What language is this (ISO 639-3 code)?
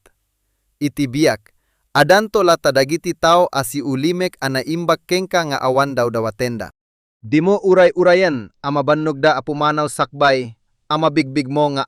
ilo